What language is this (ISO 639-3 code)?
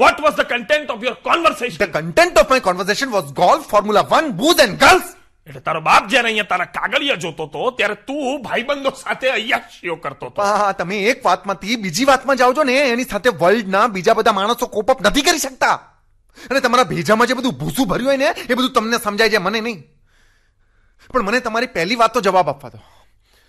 guj